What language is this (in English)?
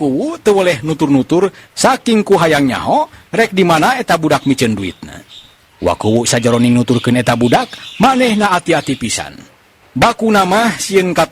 Sundanese